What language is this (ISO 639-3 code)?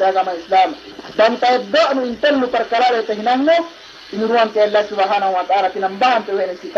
yka